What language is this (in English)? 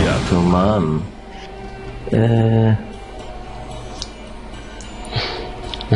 Polish